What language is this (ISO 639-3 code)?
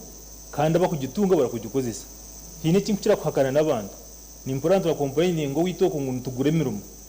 nyn